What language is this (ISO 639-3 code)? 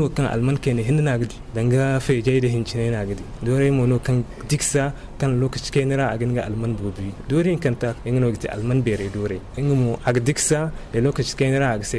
dje